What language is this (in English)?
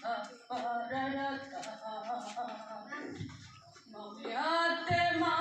Batak Toba